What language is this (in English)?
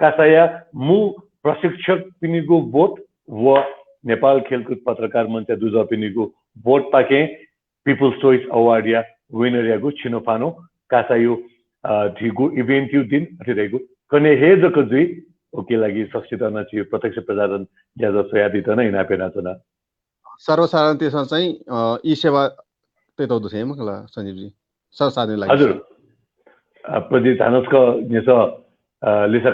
Newari